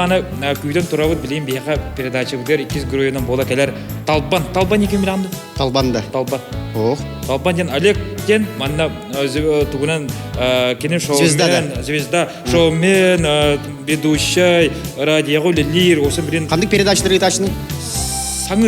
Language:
Yakut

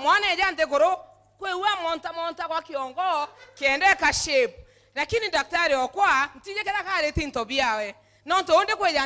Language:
Meru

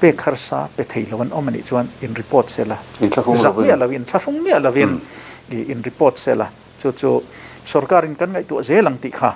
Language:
Mizo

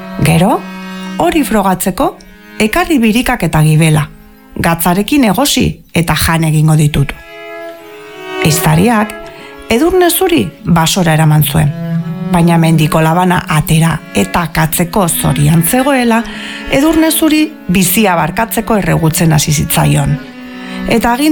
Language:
Basque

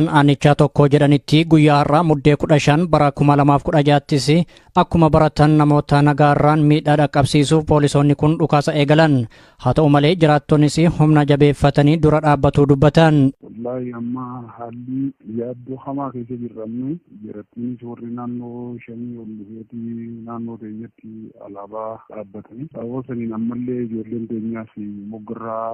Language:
Oromo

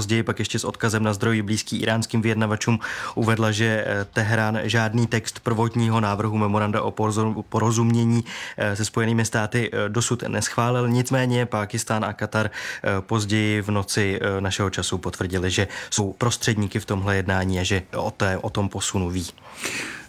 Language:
Czech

